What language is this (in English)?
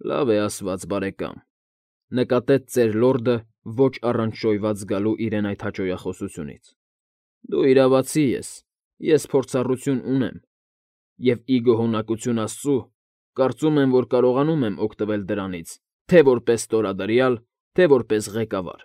Armenian